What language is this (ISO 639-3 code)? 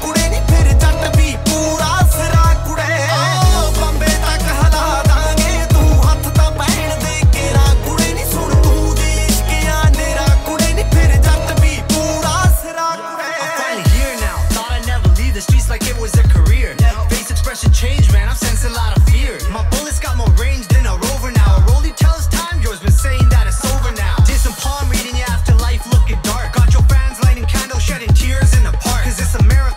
pan